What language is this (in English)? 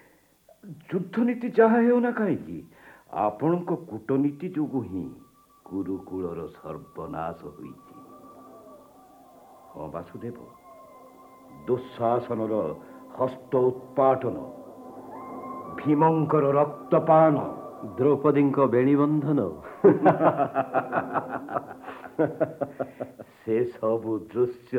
Odia